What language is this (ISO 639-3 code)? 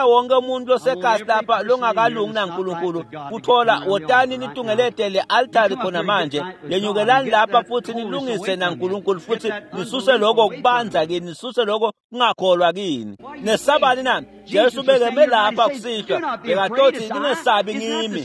ssw